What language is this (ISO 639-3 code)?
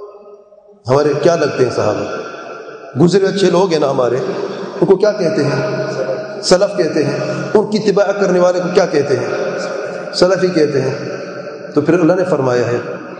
urd